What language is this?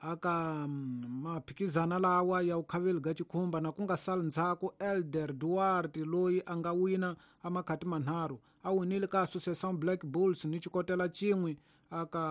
Tsonga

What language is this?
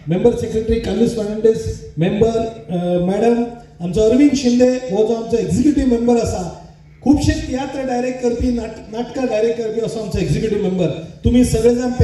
Konkani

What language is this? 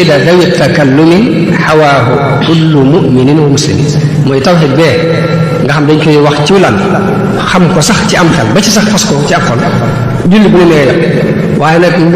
Wolof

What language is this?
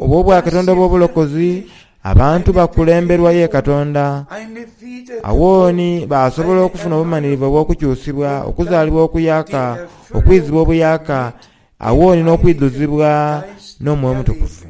Soga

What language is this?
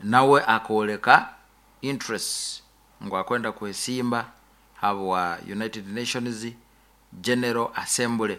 Nyoro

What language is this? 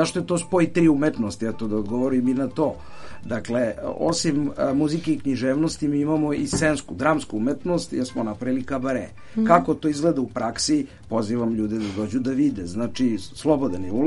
Serbian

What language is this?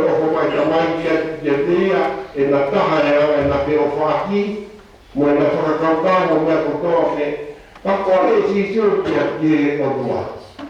Tongan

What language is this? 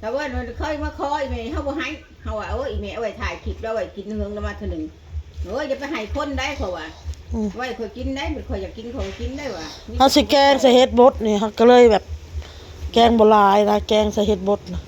Northeastern Thai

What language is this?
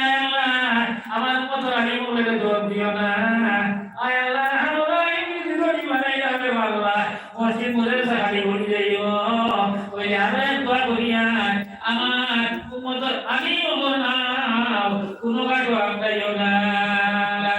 Sylheti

